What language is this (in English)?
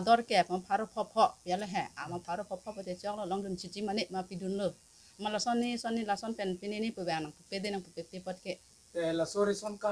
Karbi